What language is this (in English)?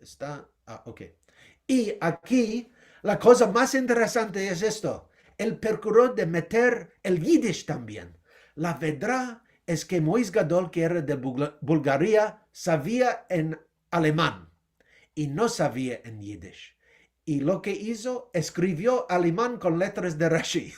Ladino